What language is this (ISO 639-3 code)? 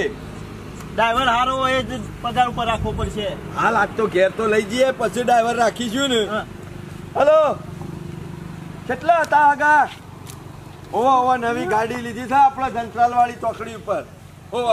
guj